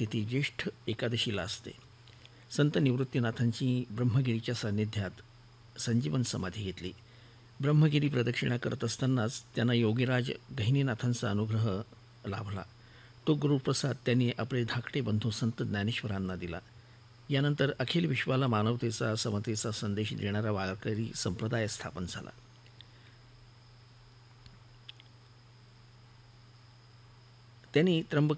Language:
Marathi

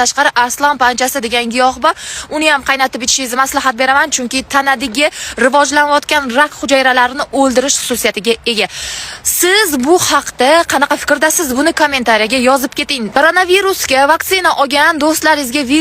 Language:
Uzbek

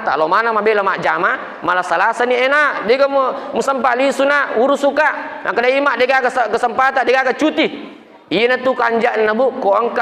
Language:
Buginese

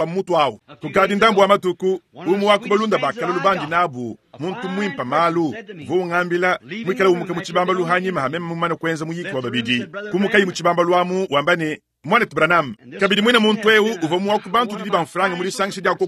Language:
Luba-Lulua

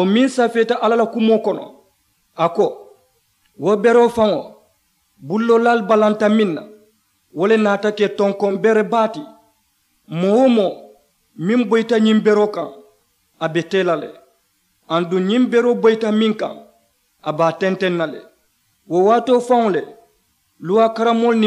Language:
Mandingo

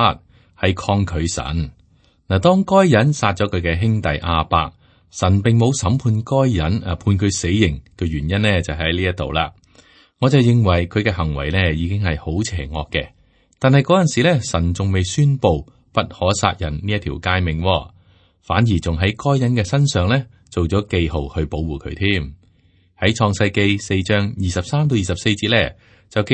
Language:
Cantonese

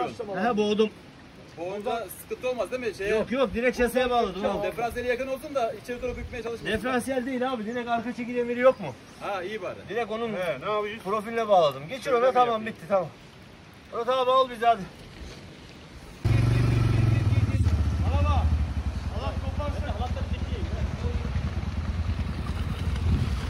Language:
Turkish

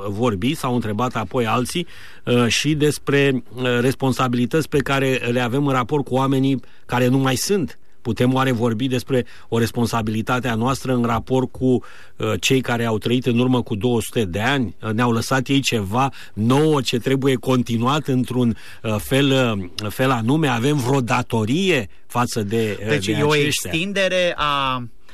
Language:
Romanian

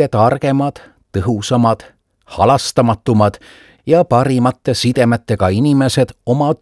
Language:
Estonian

